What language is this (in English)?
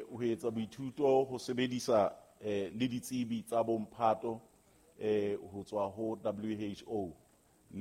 Southern Sotho